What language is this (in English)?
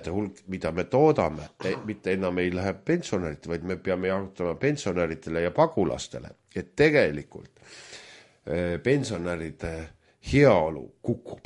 Estonian